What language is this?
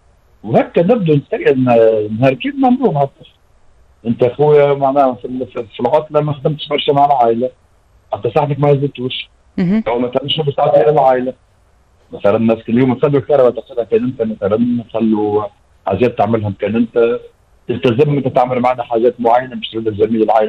Tunisian Arabic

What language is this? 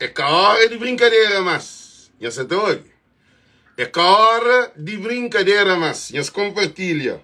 Kabuverdianu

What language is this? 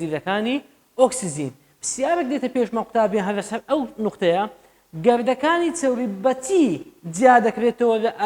Central Kurdish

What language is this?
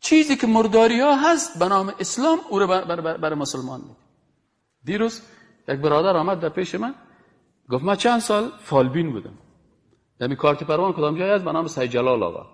Persian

